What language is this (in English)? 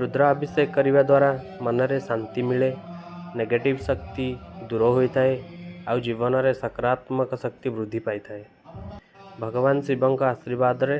Odia